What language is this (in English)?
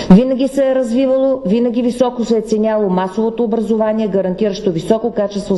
Bulgarian